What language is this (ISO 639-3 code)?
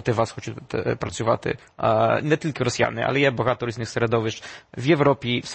ukr